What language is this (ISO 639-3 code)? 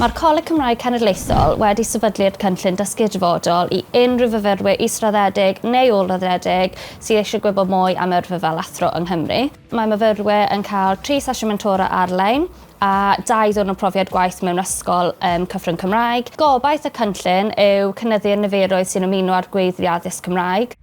cym